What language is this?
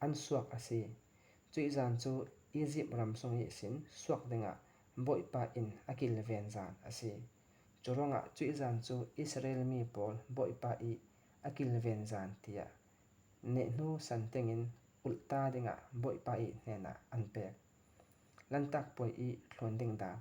Falam Chin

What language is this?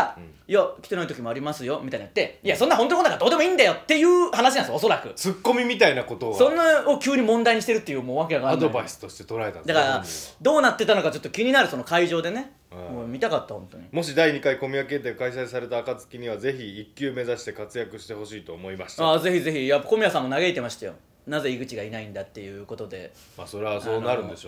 Japanese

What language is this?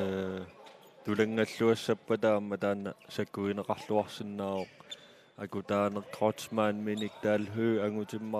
Kalaallisut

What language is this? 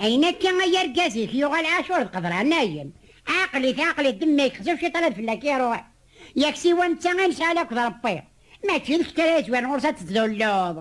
Kabyle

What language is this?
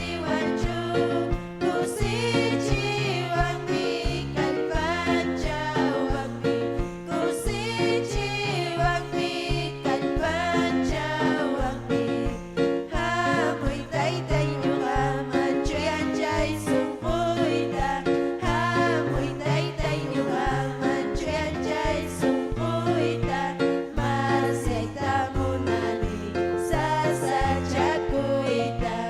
Ayacucho Quechua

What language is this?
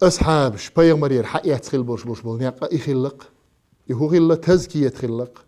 Chechen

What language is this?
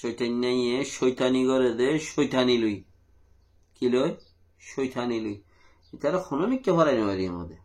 Rohingya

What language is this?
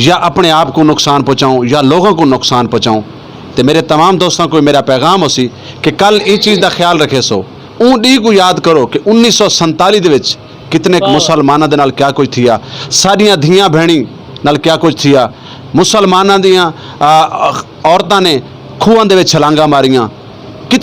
Saraiki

